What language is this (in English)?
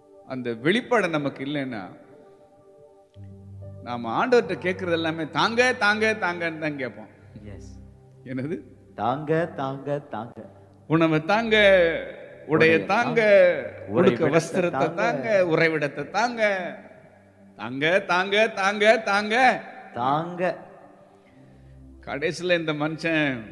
Tamil